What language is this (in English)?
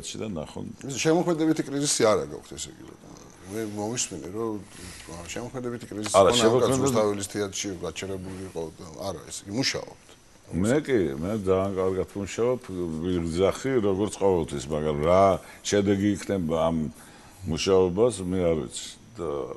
Georgian